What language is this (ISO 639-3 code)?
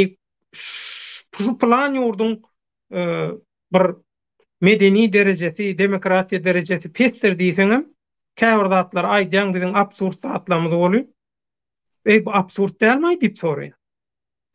tuk